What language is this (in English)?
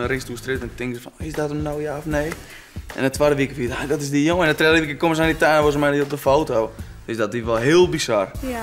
Western Frisian